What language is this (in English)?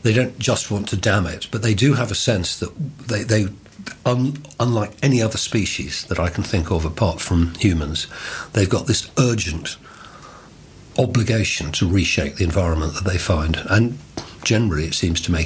English